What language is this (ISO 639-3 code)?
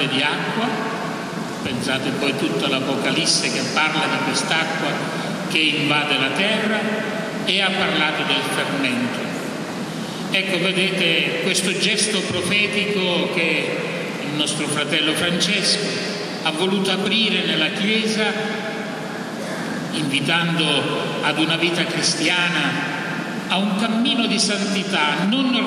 ita